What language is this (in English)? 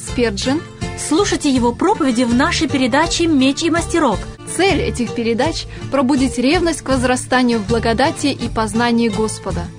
Russian